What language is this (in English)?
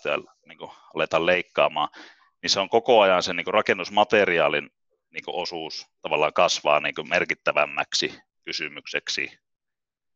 Finnish